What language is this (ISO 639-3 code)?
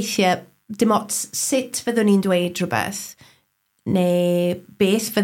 cym